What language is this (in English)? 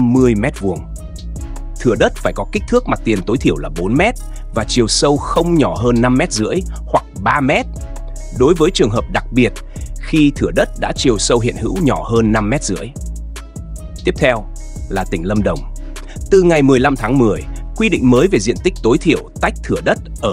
Vietnamese